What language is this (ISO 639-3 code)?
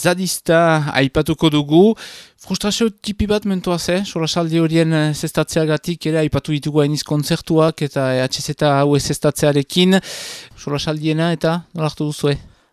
eus